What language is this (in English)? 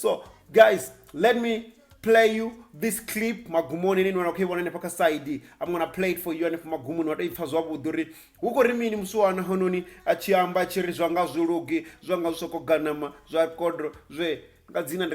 Venda